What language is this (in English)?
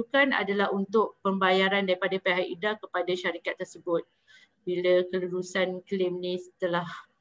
Malay